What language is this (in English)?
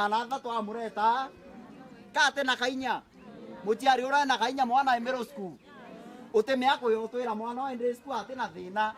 Meru